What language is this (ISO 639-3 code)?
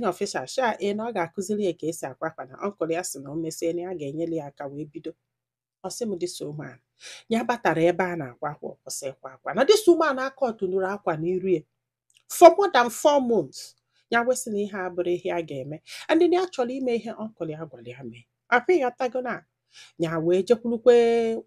ibo